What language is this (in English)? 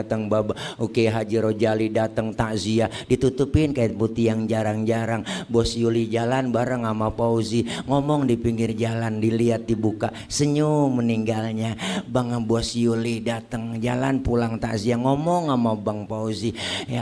Betawi